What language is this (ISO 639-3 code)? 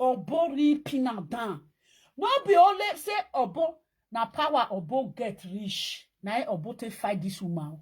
pcm